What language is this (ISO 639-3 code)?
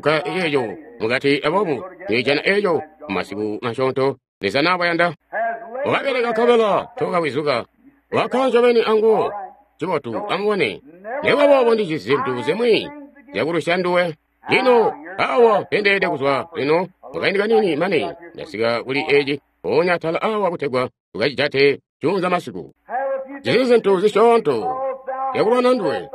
toi